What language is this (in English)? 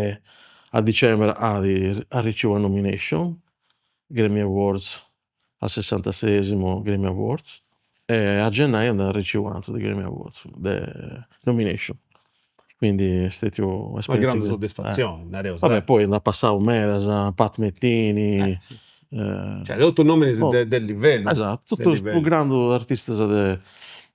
Sardinian